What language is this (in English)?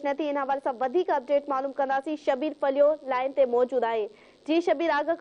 Sindhi